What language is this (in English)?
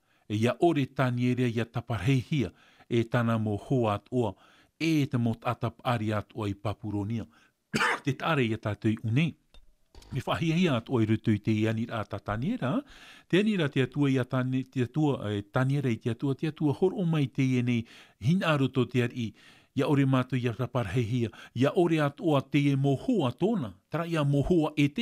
Tahitian